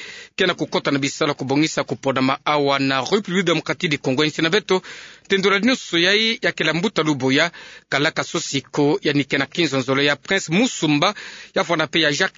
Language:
Kituba (Democratic Republic of Congo)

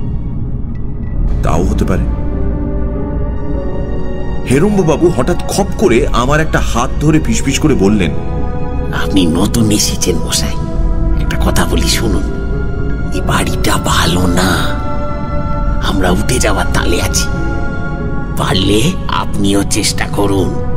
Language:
Bangla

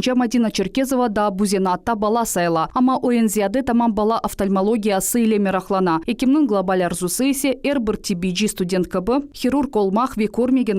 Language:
Crimean Tatar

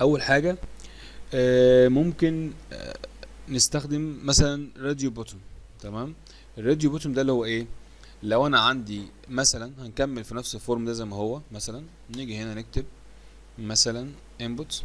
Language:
Egyptian Arabic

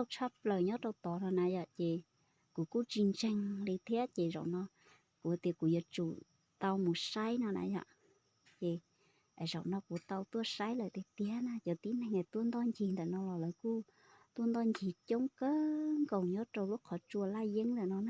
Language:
Hmong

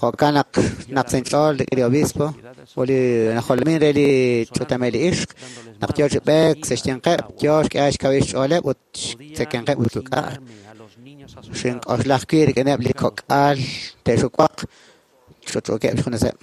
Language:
Kekchí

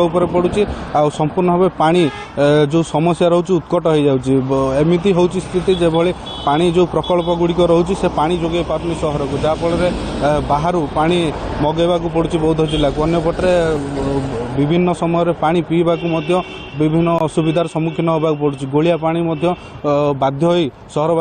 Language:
Odia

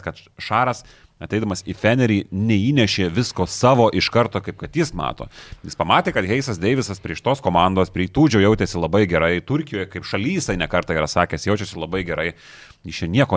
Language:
Lithuanian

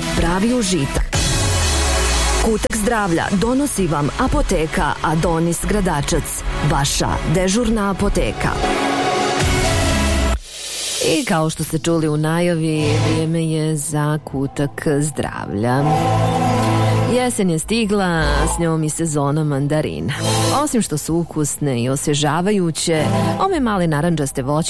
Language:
Bosnian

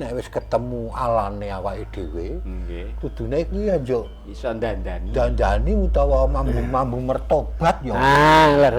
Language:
Javanese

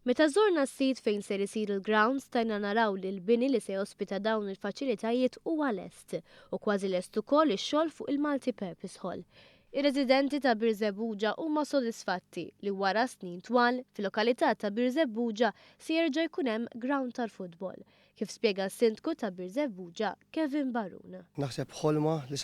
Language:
Maltese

